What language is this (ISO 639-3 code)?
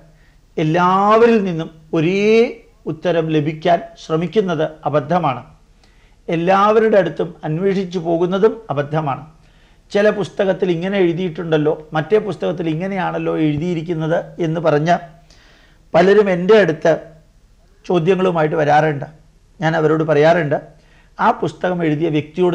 mal